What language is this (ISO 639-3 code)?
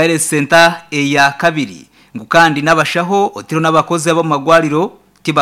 nyn